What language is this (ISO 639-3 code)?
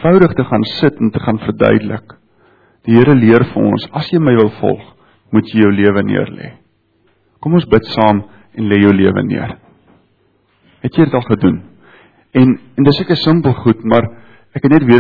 afr